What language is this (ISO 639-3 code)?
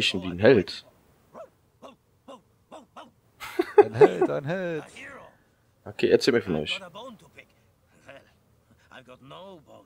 deu